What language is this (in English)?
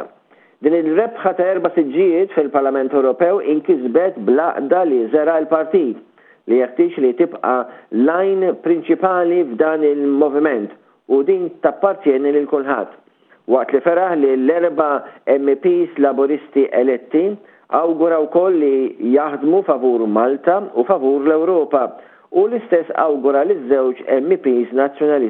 Maltese